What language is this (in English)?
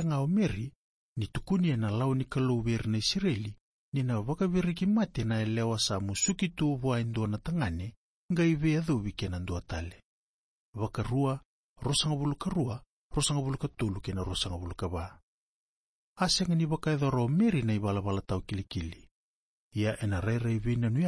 Fijian